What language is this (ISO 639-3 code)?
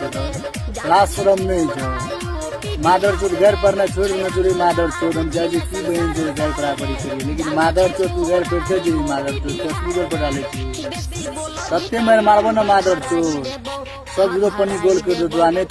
mai